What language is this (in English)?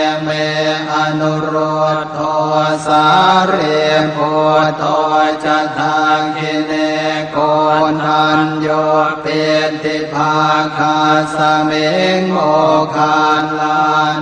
Pali